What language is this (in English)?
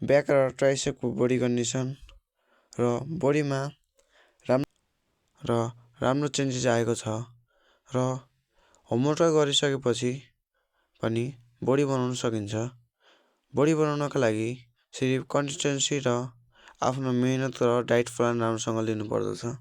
Nepali